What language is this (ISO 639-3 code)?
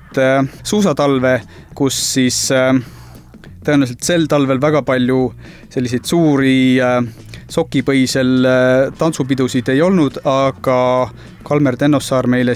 est